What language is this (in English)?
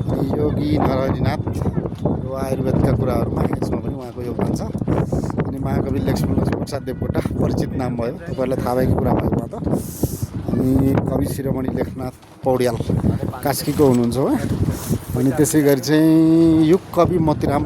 Nepali